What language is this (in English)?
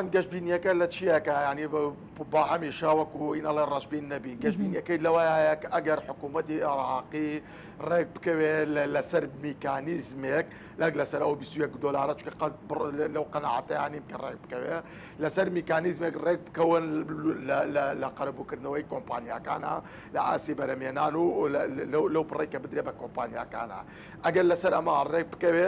Central Kurdish